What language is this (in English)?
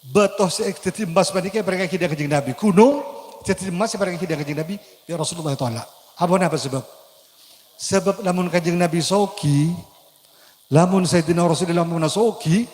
Madurese